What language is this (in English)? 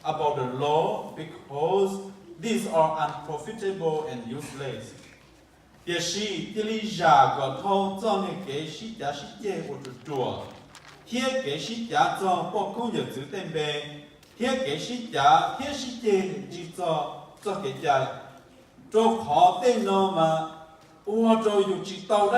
Hmong